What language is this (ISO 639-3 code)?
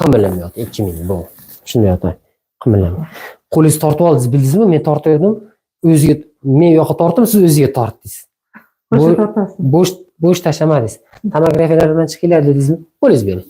uzb